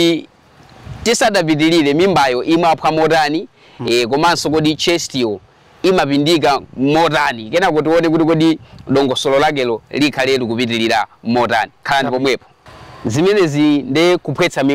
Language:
Nyanja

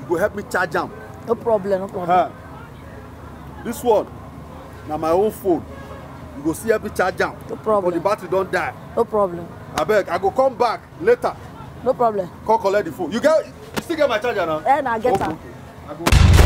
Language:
Nigerian Pidgin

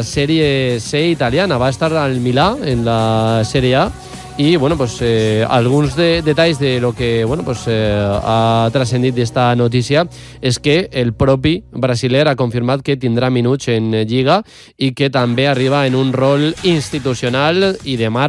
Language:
Catalan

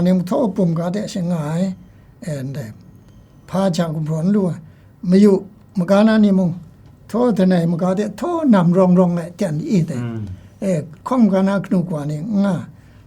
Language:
Kachin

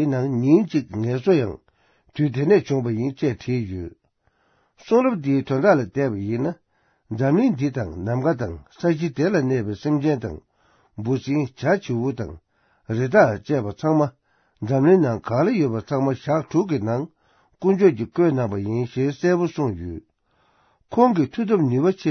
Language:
Tibetan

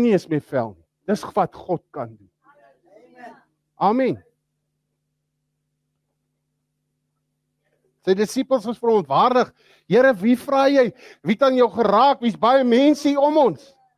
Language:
Afrikaans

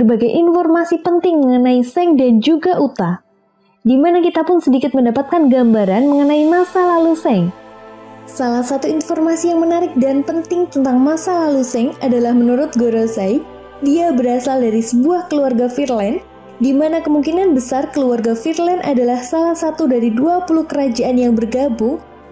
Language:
Indonesian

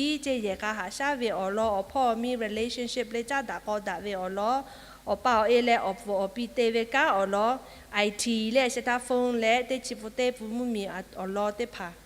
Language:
Lahu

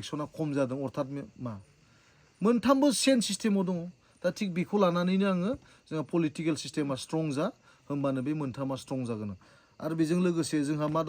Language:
Bodo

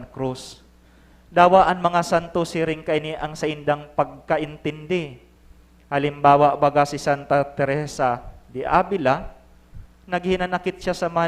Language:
Bikol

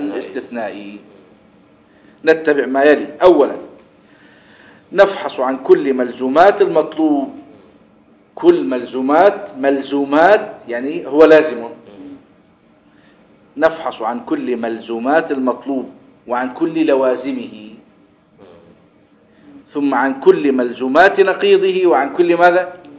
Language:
Arabic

